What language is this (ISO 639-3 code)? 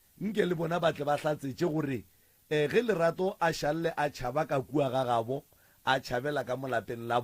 nso